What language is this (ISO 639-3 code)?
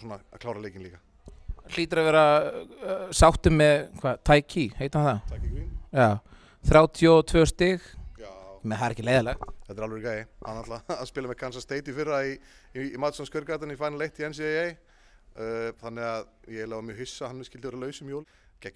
isl